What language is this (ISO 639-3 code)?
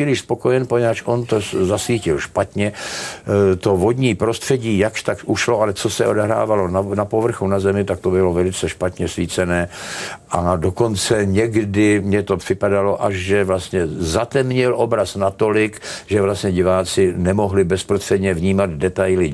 ces